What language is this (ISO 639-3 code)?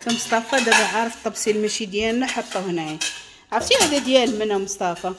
ary